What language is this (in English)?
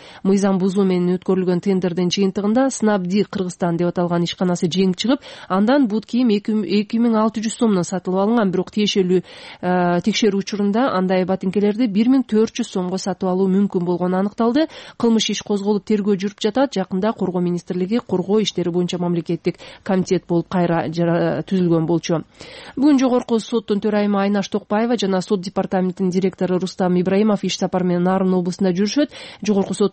Kyrgyz